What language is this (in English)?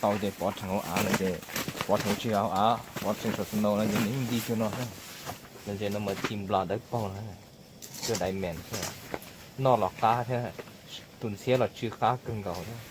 Hmong